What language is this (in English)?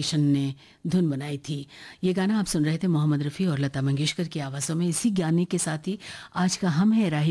Hindi